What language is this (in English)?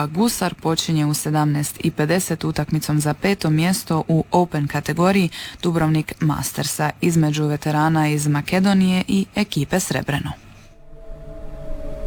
Croatian